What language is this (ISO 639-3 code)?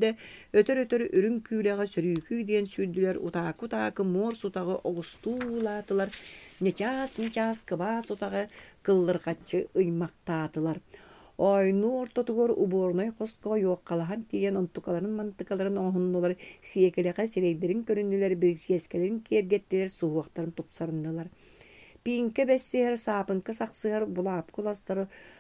sah